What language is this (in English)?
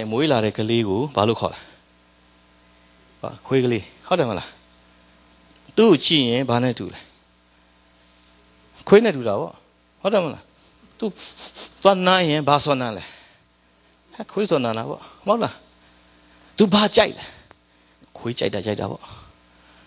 Burmese